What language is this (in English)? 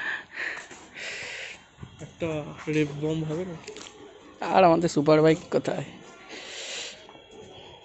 Bangla